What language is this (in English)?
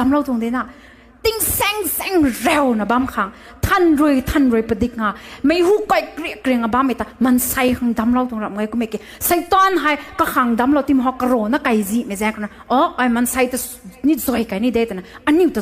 Rongmei Naga